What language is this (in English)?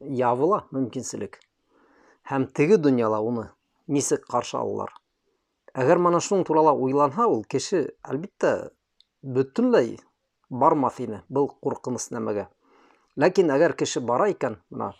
Bashkir